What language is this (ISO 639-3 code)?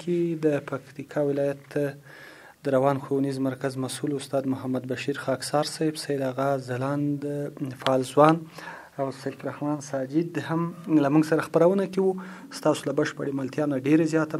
pus